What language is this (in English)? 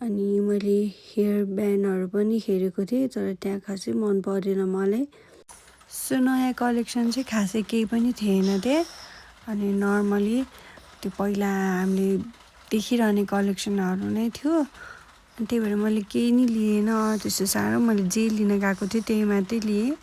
Nepali